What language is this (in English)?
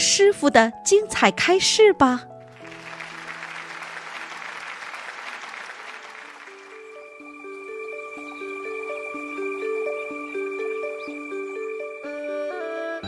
Chinese